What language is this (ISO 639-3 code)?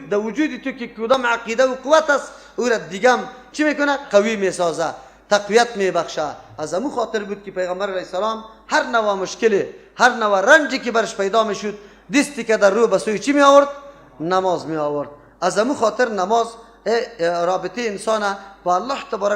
fas